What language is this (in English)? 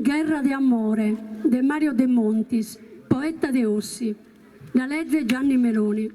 Sardinian